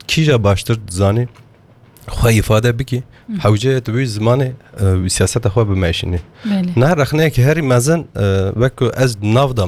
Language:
Kurdish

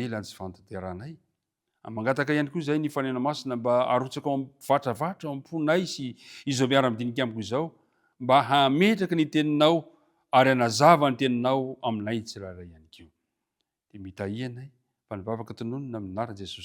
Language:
Malagasy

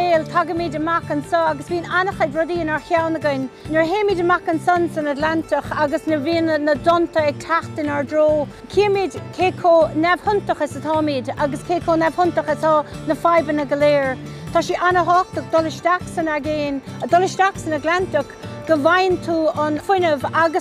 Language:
Irish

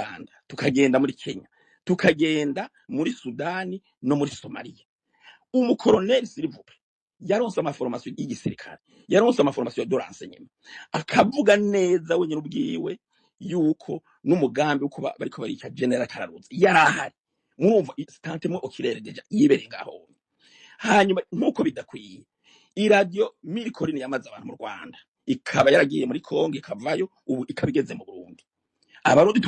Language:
Rundi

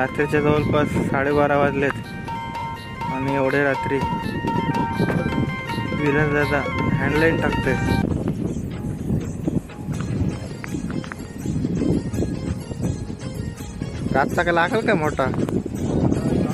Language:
Marathi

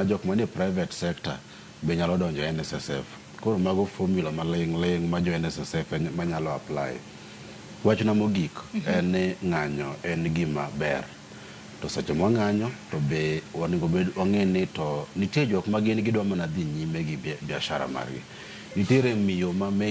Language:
Luo (Kenya and Tanzania)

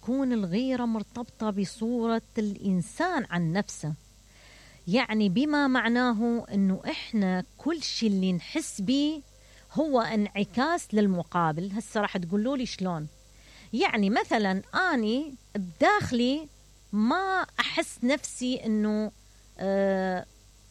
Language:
Mesopotamian Arabic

